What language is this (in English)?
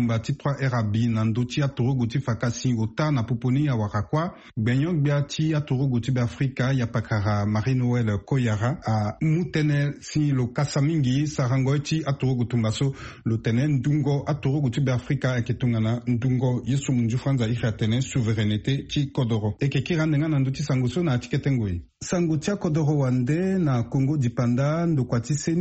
Sango